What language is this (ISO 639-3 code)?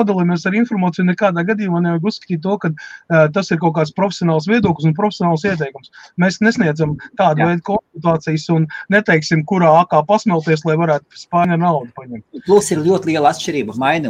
lav